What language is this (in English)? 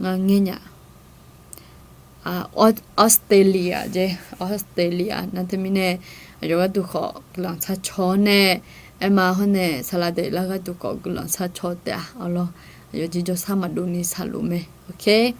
Akha